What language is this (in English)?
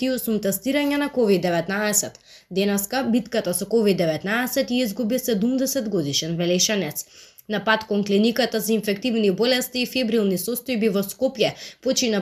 Macedonian